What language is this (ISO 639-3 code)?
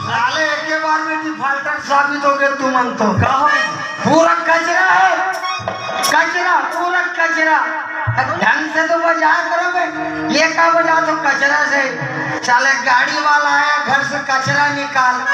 hne